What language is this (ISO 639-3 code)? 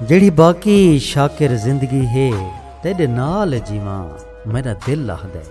skr